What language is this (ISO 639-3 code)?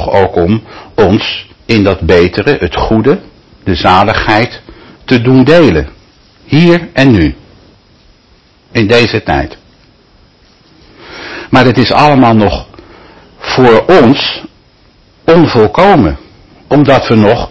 nld